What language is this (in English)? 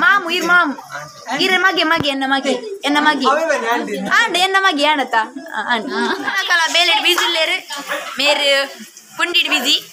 Tulu